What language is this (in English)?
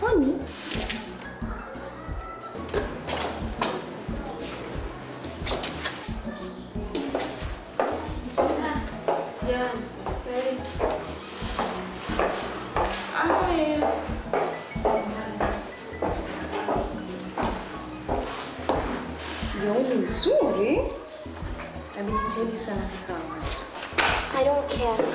Swahili